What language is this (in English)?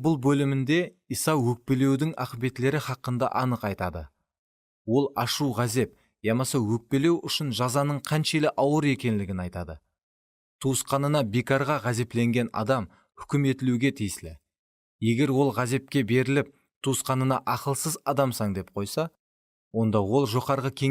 Kara-Kalpak